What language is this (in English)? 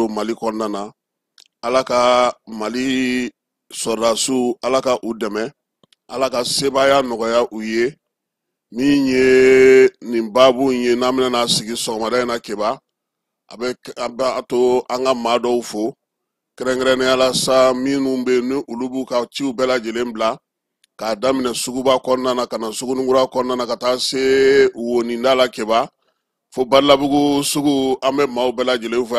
Bambara